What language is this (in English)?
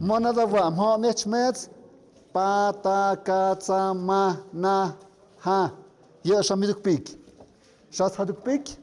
Tlahuitoltepec Mixe